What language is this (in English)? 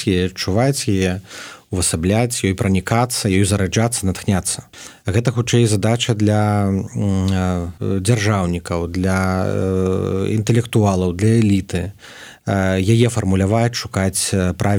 Belarusian